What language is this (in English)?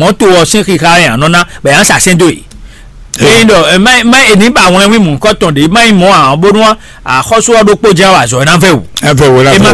Fon